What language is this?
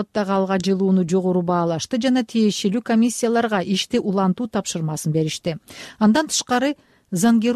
Kyrgyz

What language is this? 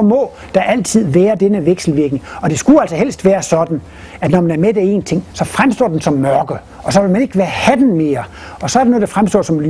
Danish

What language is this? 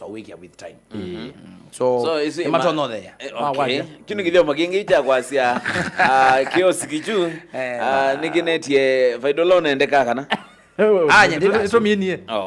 Kamba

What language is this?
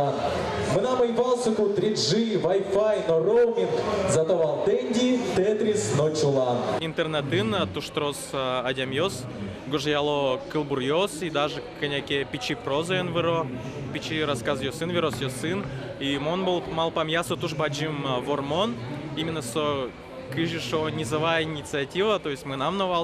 Udmurt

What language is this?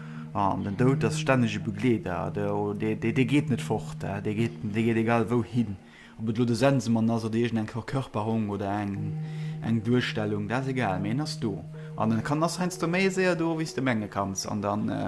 Luxembourgish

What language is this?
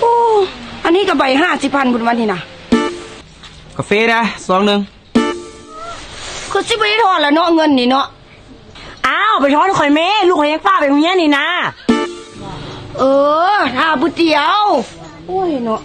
Lao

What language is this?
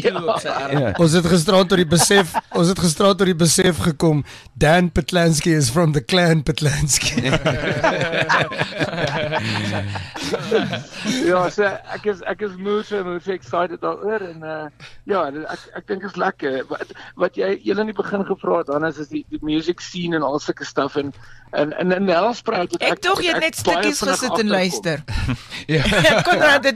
Afrikaans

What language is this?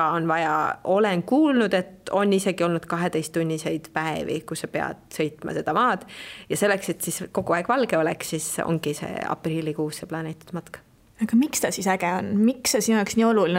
Estonian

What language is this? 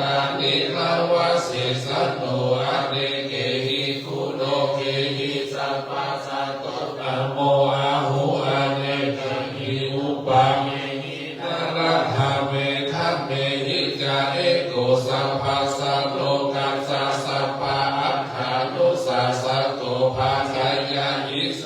Pali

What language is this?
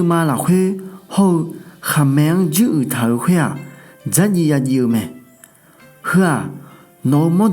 Akha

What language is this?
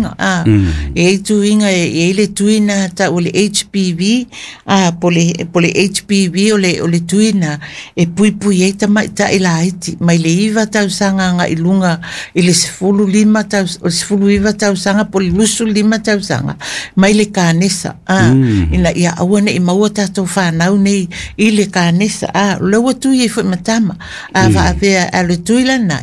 Samoan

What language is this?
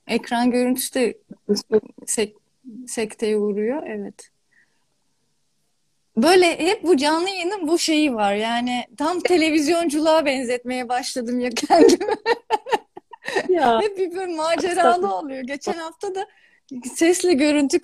Turkish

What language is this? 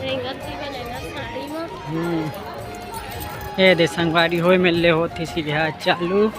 Chhattisgarhi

